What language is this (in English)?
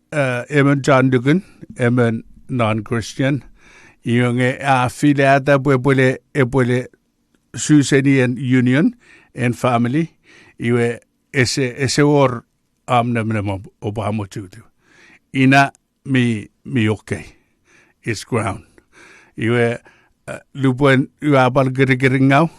Chuukese